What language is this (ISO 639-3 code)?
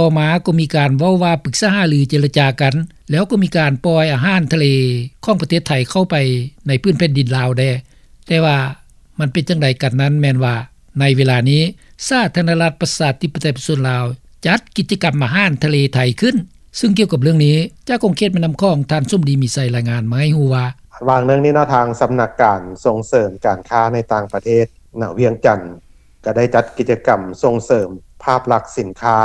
lao